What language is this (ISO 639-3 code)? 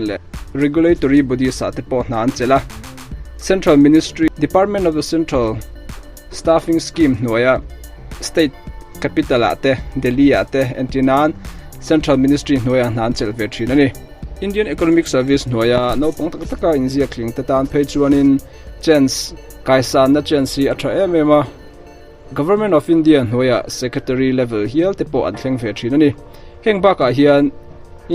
lus